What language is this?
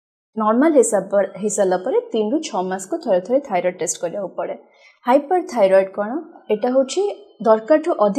Odia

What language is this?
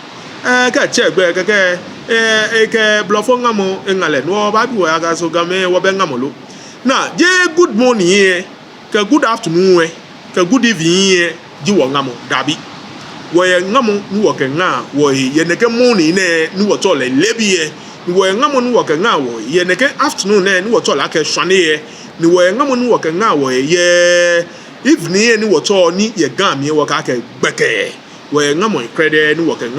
Ga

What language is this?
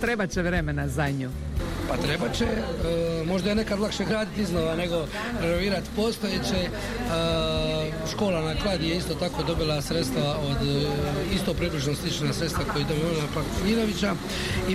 Croatian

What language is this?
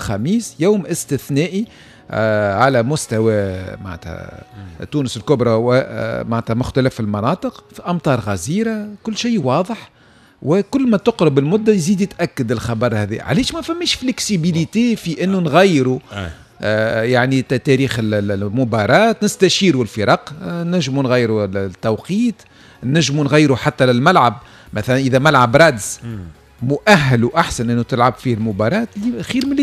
Tunisian Arabic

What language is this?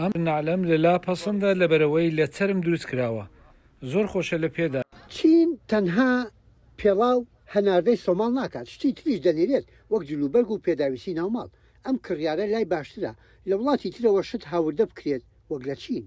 Central Kurdish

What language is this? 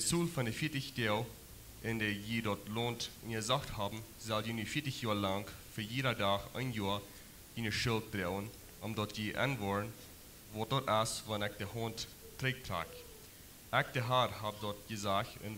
Plautdietsch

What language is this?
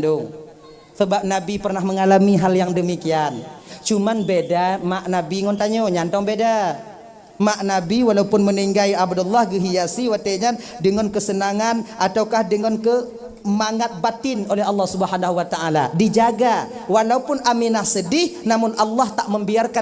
Achinese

